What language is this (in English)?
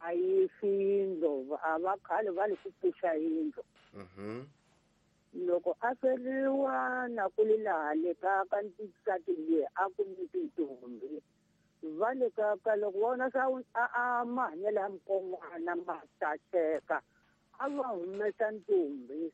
Tsonga